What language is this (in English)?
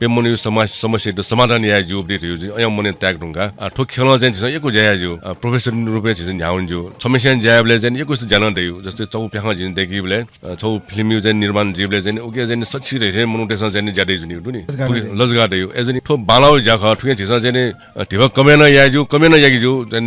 Newari